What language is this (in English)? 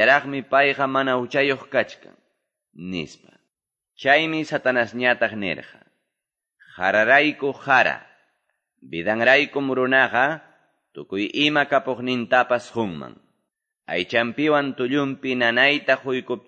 Quechua